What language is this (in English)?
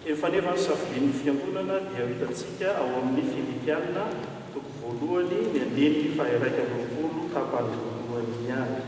Malagasy